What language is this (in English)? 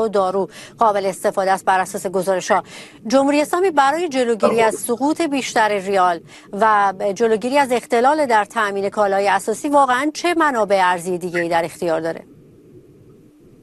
Persian